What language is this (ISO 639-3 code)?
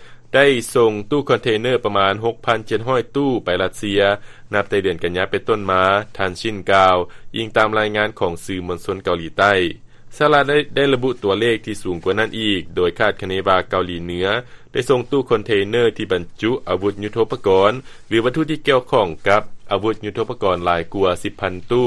lao